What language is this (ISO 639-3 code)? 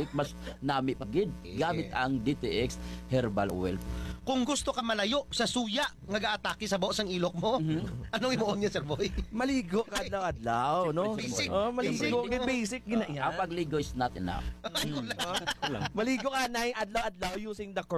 hil